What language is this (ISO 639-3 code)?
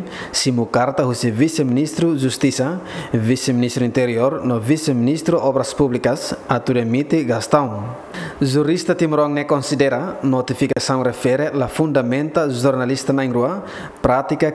tet